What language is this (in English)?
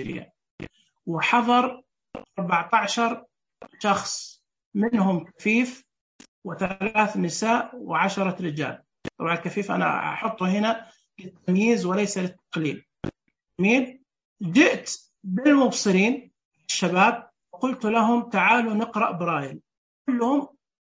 Najdi Arabic